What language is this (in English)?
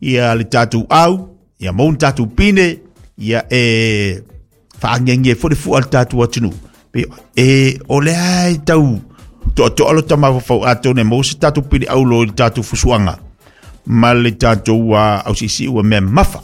Samoan